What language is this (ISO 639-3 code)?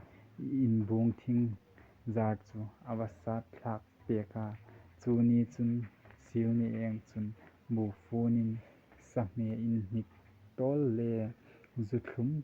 hmr